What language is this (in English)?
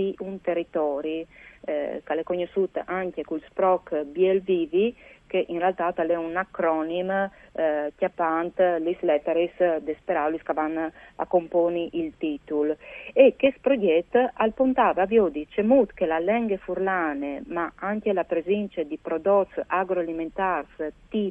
Friulian